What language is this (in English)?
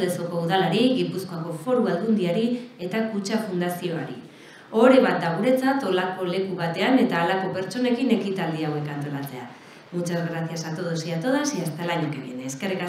Basque